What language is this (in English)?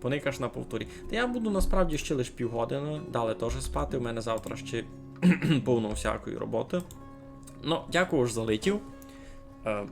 Rusyn